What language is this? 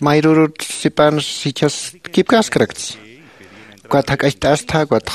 Aymara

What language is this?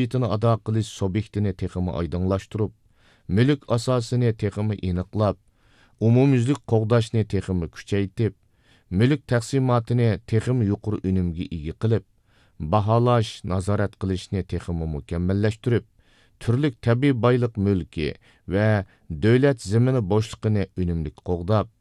Uyghur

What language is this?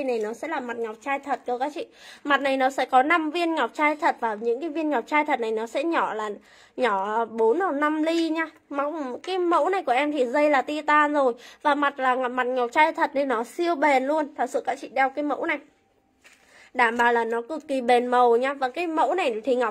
Vietnamese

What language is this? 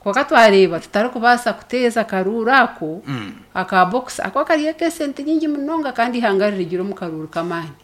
Nyankole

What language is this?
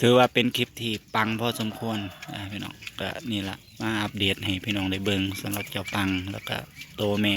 Northeastern Thai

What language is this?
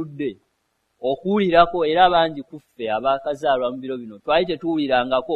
Ganda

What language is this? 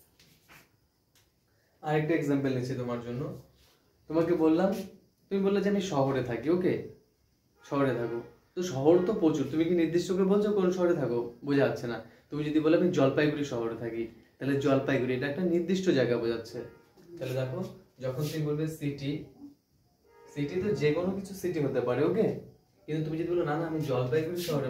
Bangla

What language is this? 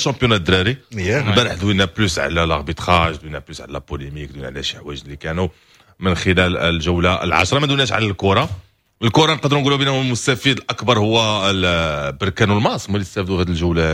Moroccan Arabic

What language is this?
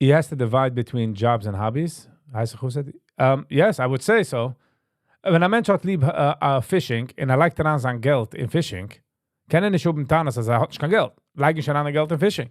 Yiddish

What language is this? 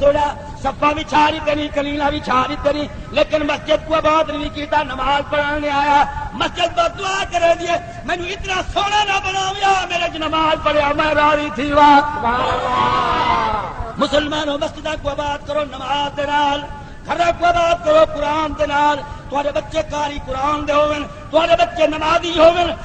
Saraiki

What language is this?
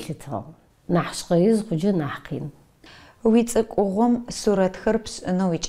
Adyghe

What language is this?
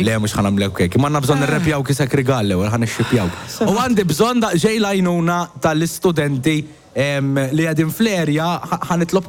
Maltese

